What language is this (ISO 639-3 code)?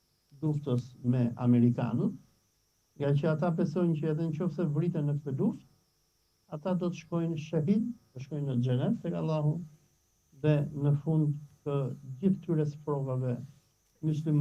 sqi